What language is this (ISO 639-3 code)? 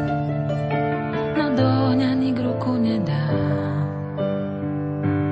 slk